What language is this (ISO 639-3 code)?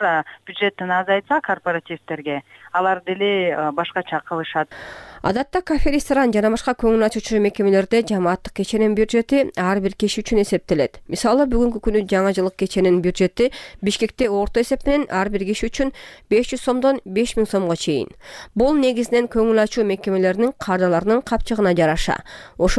kir